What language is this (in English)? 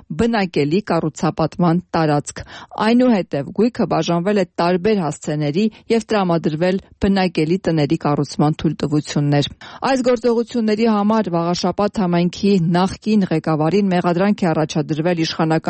Armenian